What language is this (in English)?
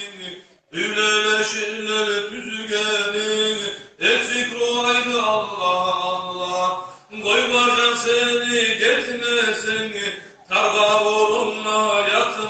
Kumyk